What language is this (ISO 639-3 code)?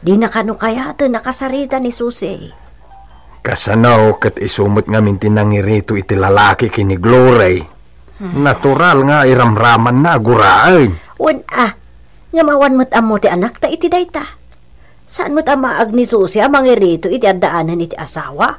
ilo